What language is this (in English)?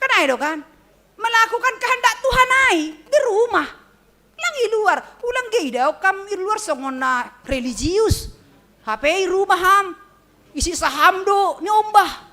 Batak Simalungun